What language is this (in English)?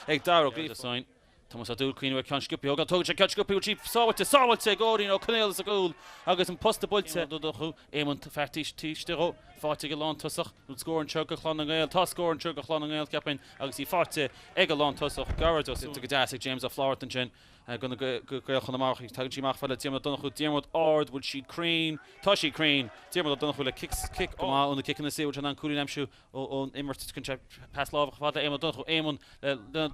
Irish